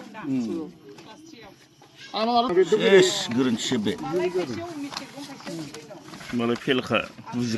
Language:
Bodo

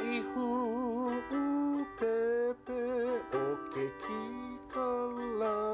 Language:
Hawaiian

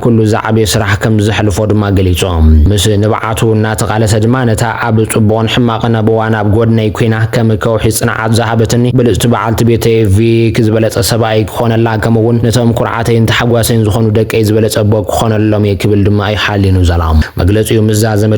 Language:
Tigrinya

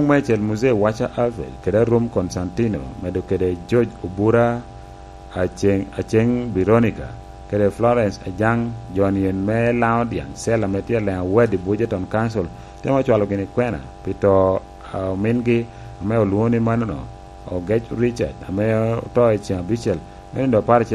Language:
Lango (Uganda)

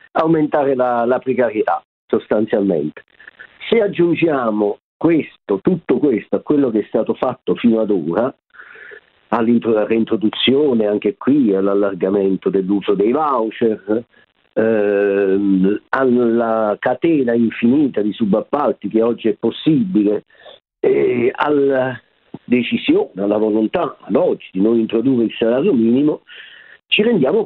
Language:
Italian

